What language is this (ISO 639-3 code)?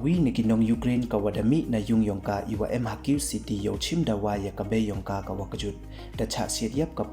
pbv